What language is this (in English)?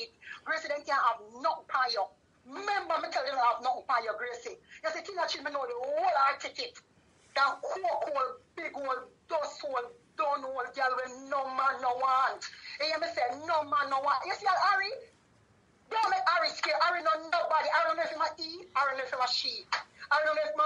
Jamaican Creole English